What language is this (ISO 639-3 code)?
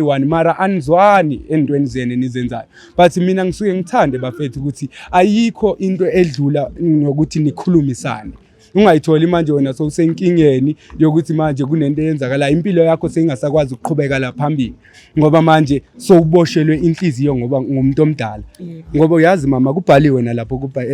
zul